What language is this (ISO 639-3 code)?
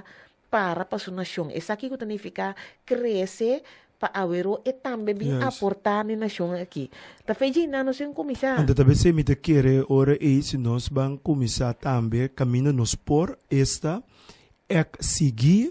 pap